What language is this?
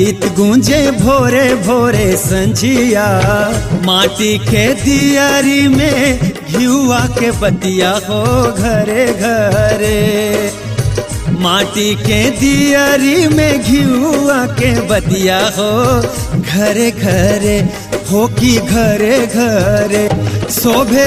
Bhojpuri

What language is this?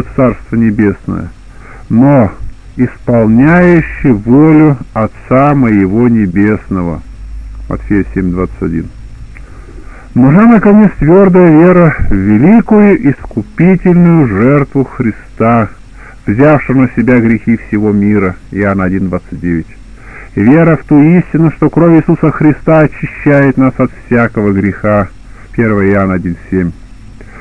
Russian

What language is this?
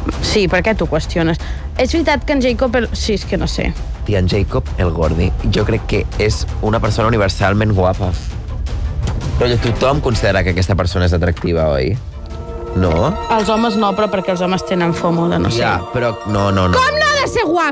Catalan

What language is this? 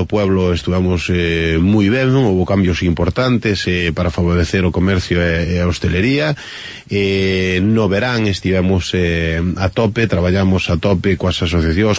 Galician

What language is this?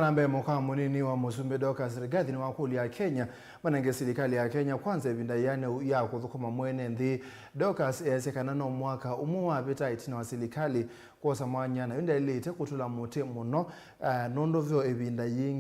Kamba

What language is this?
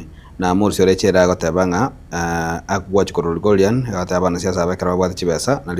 Gusii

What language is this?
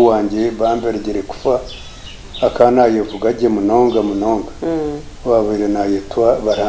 Nyankole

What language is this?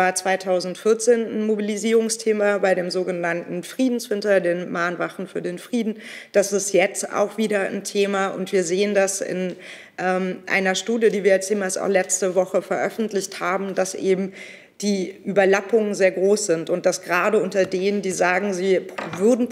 German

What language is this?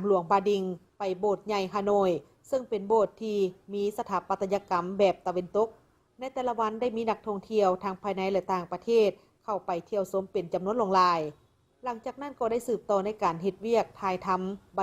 Lao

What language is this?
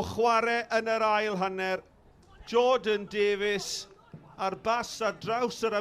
Welsh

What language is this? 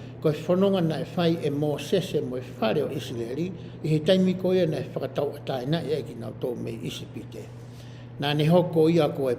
Tongan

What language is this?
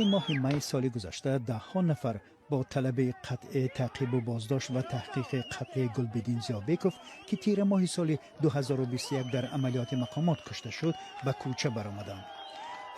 Tajik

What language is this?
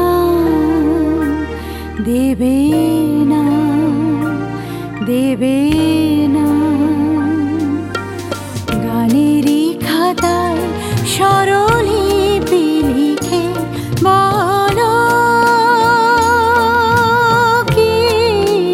Bangla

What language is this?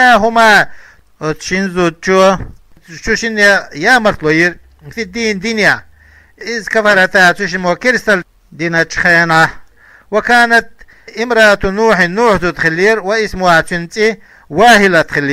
Chechen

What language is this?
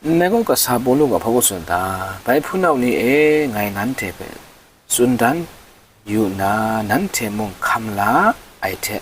Kachin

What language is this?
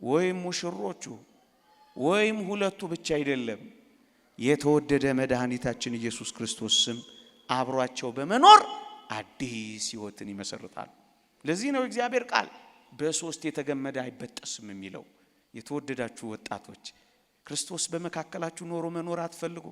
Amharic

